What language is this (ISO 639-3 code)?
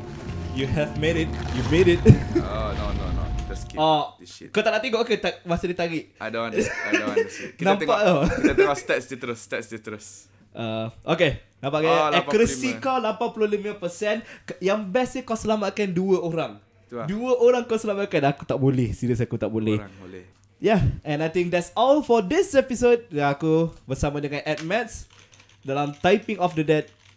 msa